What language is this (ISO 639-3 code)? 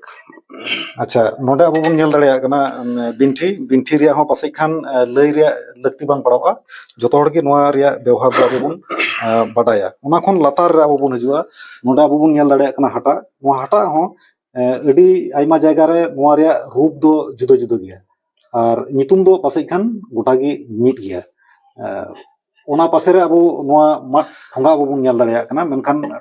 sat